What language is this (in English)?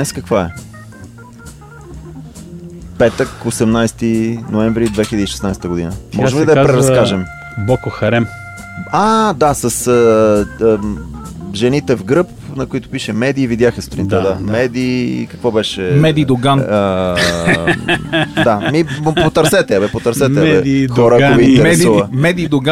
Bulgarian